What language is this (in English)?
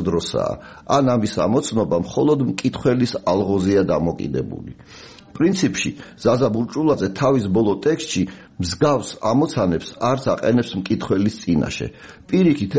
Georgian